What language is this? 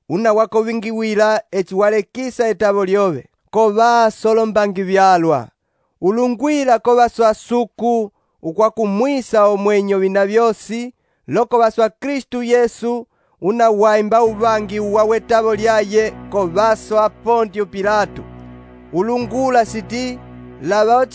Umbundu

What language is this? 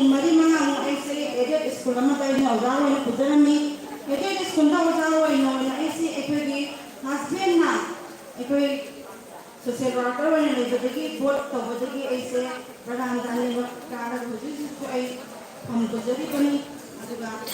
Manipuri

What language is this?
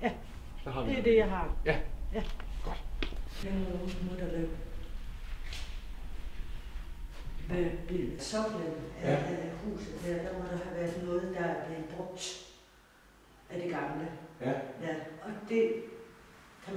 Danish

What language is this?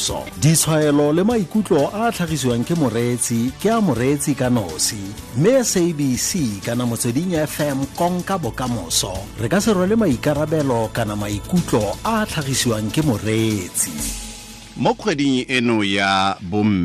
Tswana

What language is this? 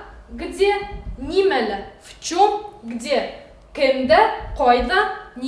Bashkir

